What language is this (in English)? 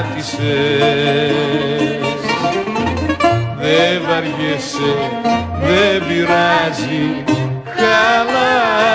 Greek